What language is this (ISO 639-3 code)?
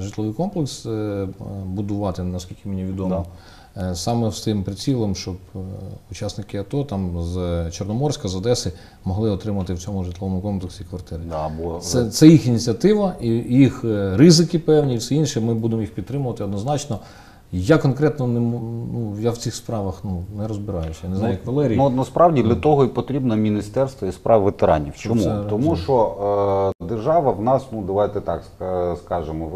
ukr